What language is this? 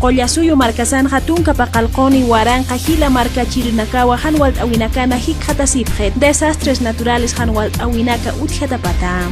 Aymara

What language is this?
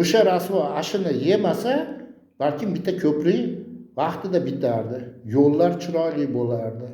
Uzbek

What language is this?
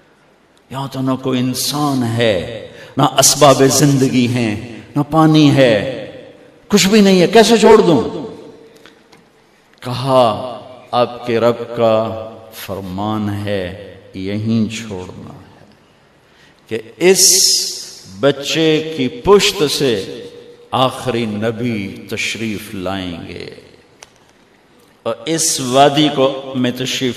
Urdu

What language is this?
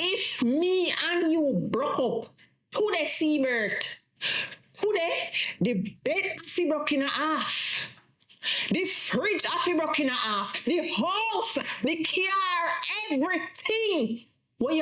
Jamaican Creole English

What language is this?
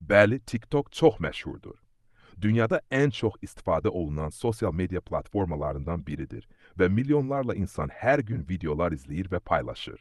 Azerbaijani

